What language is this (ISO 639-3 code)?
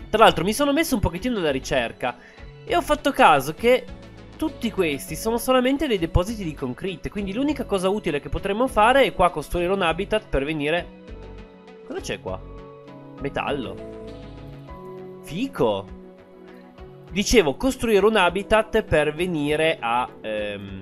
ita